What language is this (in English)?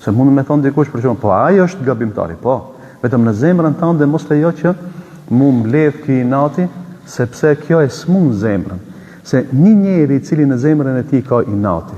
Albanian